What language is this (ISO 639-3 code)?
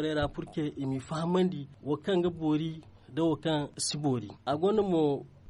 dje